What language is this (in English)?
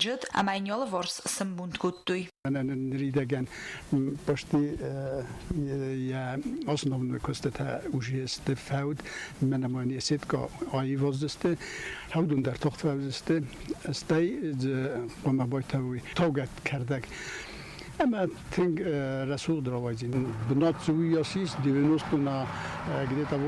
Ossetic